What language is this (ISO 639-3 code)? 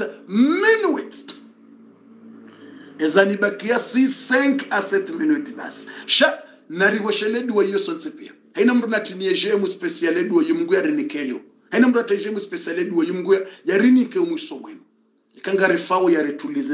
swa